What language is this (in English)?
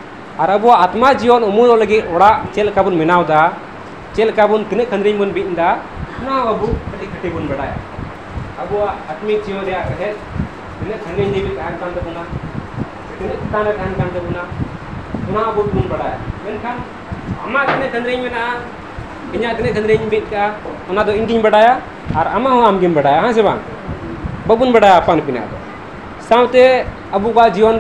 Santali